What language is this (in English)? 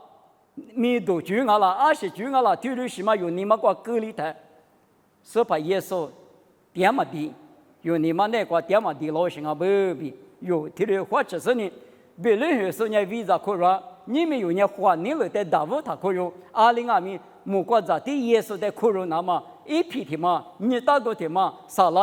Lisu